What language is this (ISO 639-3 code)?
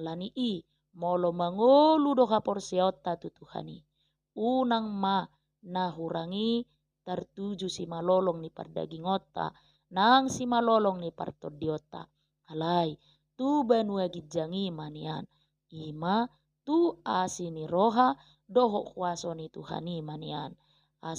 bbc